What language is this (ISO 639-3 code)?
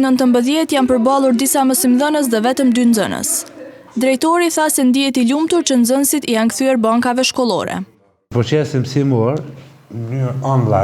sqi